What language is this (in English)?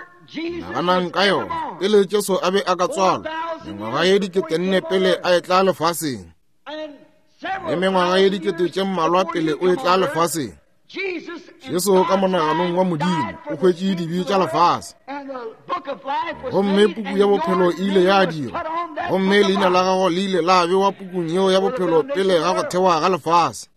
Northern Sotho